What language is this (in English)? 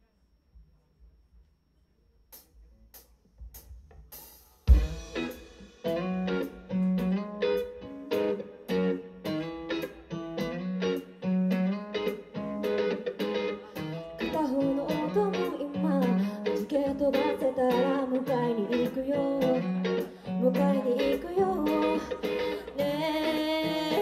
Japanese